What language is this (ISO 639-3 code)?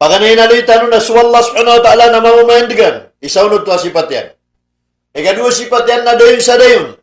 mrw